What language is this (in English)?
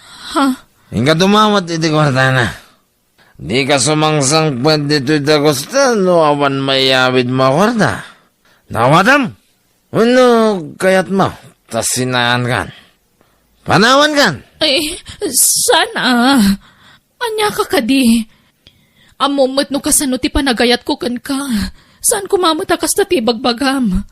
Iloko